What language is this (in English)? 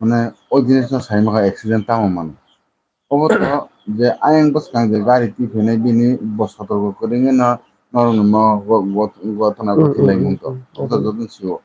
Kok Borok